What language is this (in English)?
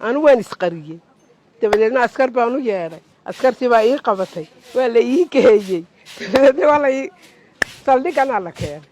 Somali